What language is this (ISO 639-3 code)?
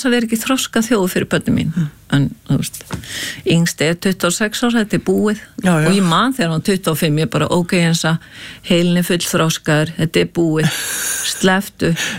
isl